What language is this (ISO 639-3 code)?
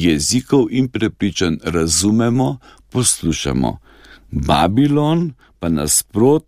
slv